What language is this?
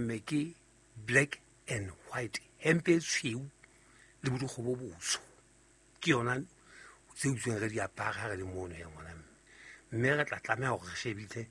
Southern Sotho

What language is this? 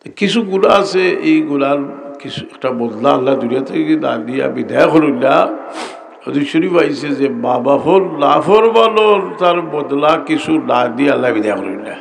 Sylheti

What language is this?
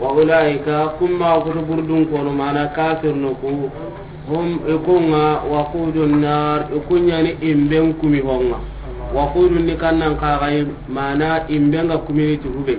Soninke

